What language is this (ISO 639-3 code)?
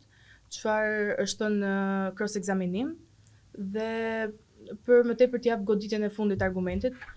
sqi